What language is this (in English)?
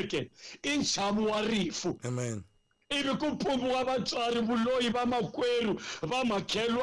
Tsonga